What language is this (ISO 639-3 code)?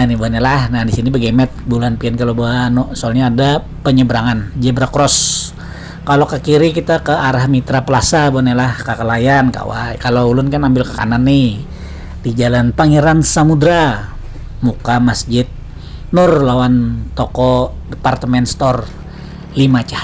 bjn